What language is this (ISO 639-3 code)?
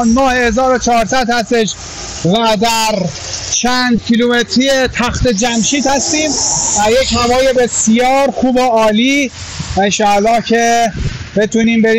fas